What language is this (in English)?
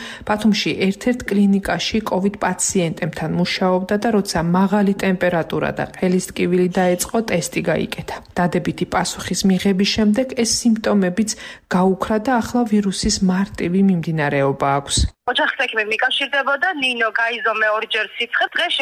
Georgian